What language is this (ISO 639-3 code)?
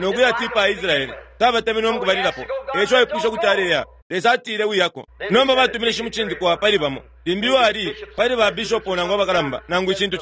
bem